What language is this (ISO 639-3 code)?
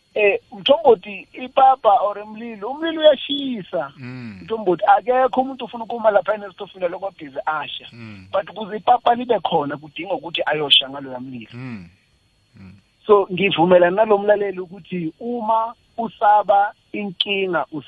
nbl